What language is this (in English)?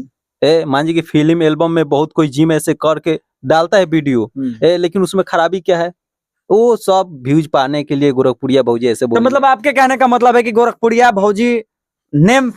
Bhojpuri